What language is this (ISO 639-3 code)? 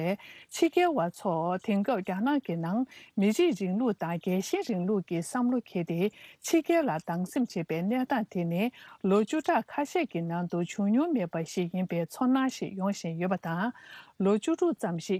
bod